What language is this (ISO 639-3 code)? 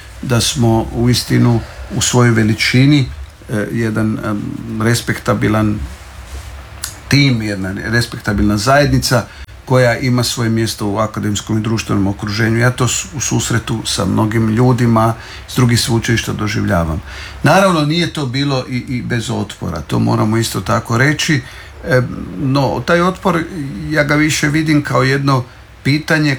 hrv